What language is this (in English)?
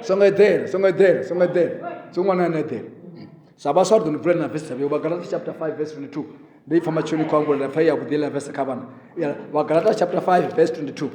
Venda